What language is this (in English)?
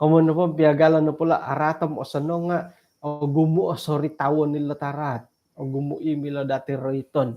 Central Dusun